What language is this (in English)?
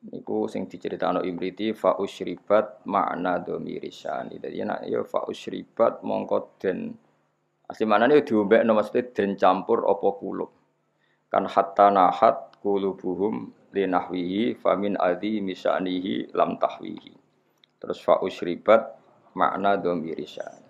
Javanese